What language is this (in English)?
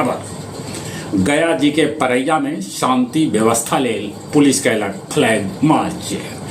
Magahi